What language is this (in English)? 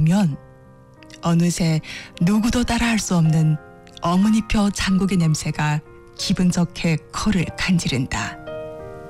Korean